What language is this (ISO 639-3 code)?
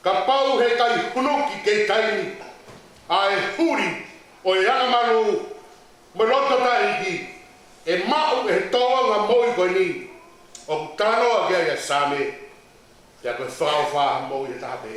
ton